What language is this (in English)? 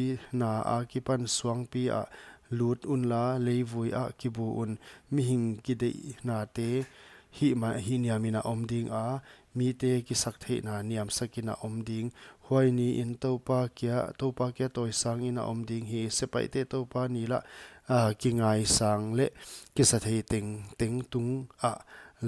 Paite Chin